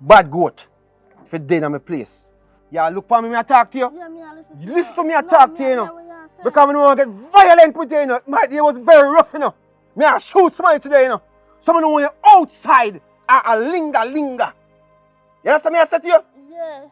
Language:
Jamaican Creole English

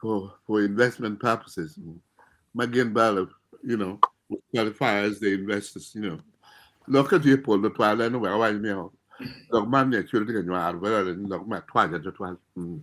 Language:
Acoli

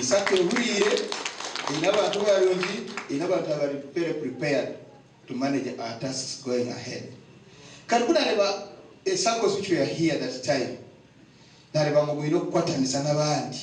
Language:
Nyankole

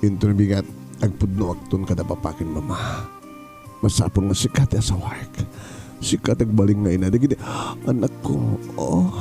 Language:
Iloko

